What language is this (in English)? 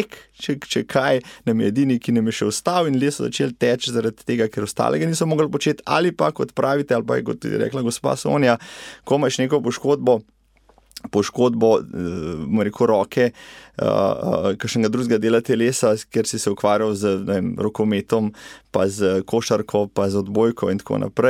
Slovenian